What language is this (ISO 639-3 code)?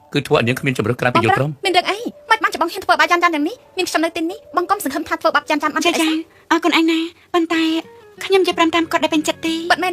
khm